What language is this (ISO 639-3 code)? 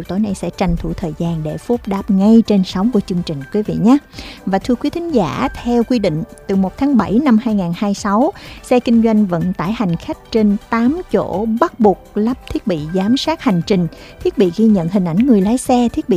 vie